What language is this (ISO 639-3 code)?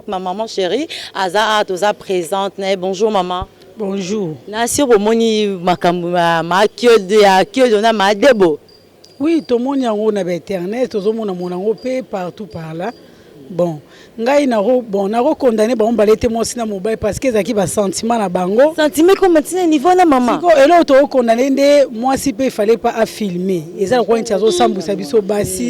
lin